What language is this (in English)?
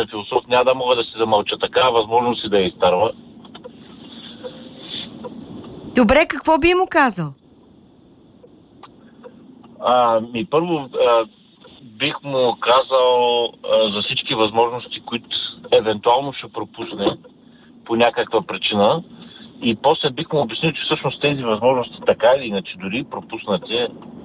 Bulgarian